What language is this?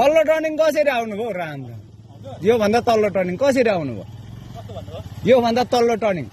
Nepali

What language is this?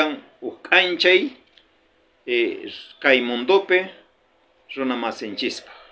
South Bolivian Quechua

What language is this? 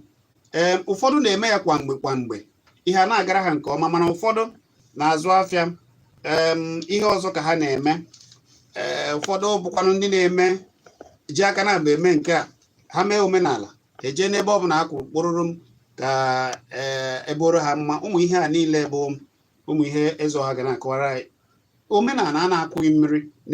Igbo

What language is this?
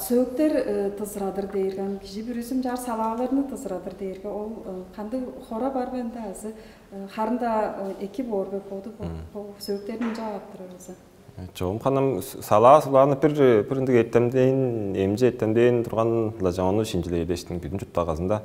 Tuvinian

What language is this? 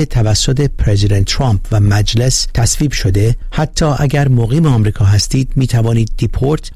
Persian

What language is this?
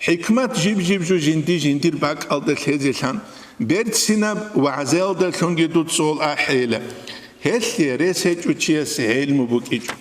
Avaric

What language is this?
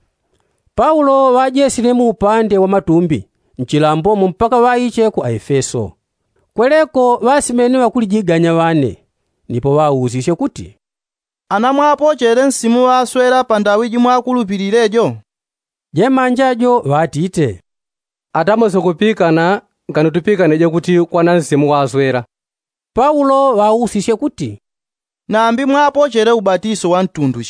Yao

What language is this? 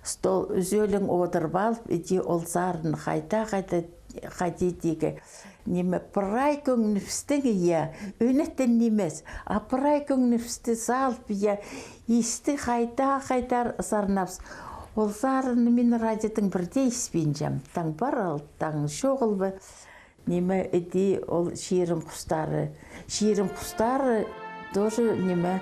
Khakas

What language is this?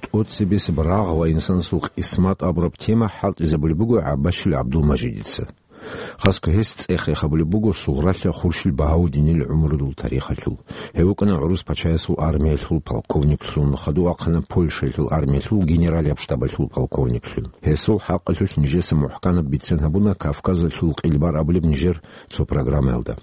Avaric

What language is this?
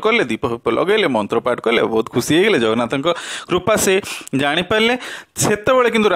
Odia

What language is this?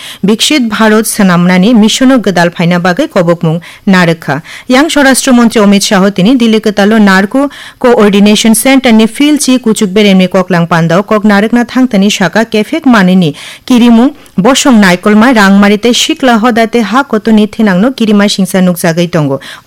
Kok Borok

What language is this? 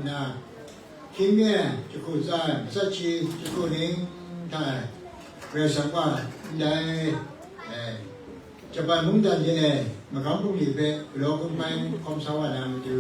Kachin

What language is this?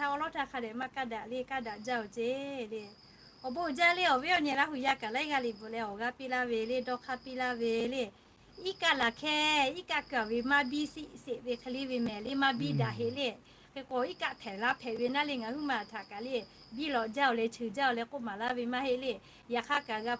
Lahu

